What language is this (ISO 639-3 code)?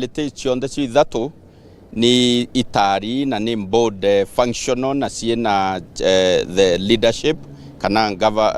mer